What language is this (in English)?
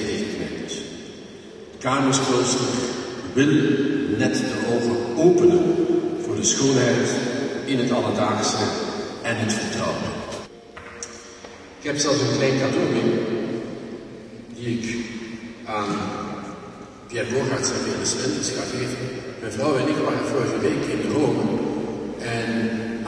Dutch